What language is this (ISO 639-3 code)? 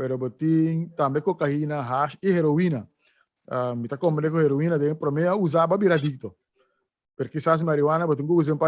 pap